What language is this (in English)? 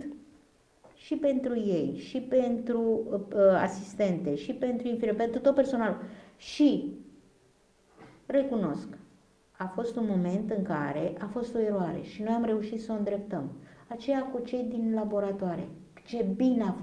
Romanian